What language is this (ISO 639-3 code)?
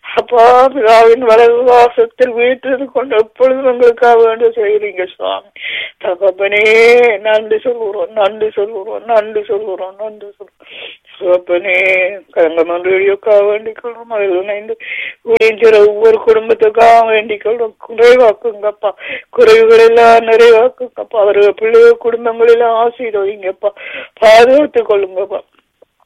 tam